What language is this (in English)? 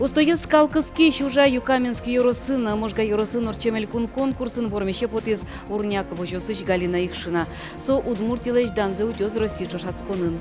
Udmurt